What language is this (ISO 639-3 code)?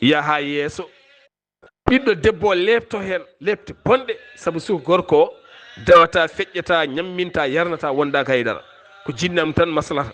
ful